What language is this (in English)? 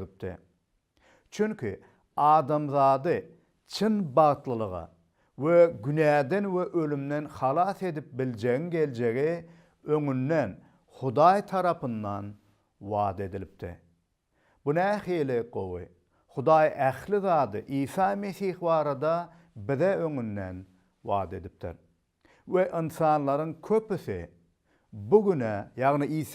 Turkmen